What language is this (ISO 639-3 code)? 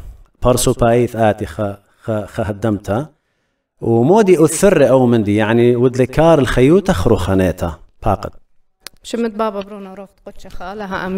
aii